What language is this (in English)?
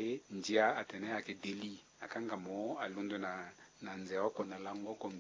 Sango